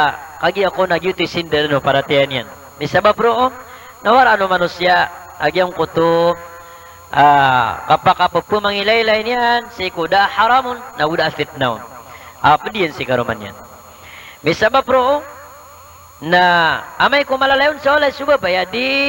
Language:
Maranao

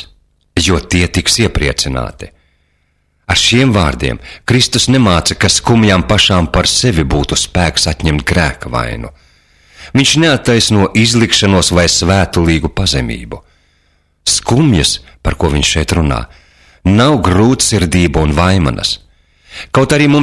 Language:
Latvian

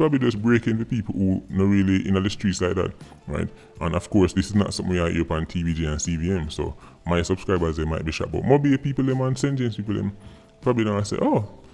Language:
Jamaican Creole English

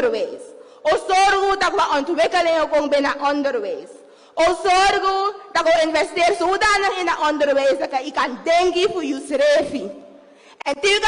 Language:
Sranan Tongo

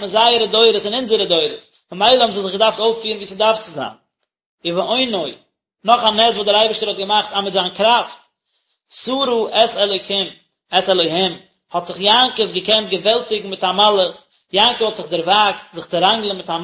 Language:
Yiddish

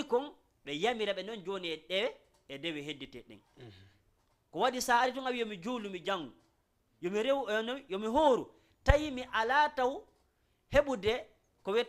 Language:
Fula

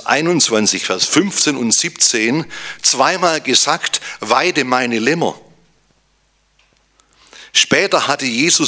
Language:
German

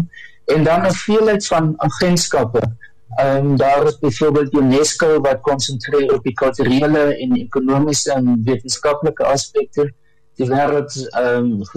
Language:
Afrikaans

